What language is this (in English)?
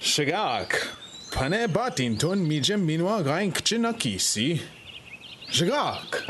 Ojibwa